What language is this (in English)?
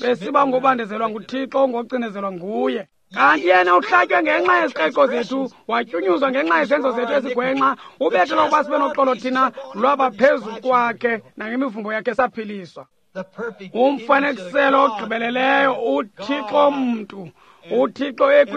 Xhosa